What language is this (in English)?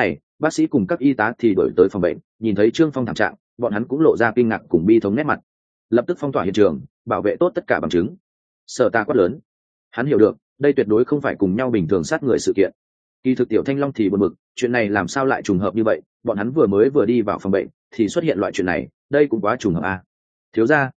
Vietnamese